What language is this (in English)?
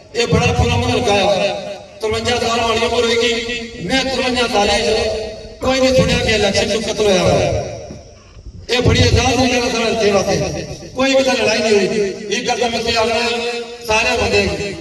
Pahari-Potwari